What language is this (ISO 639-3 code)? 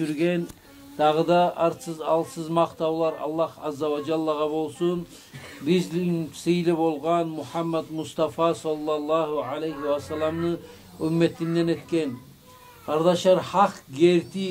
kum